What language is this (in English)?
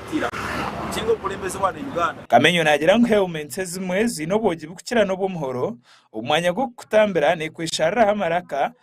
Nyankole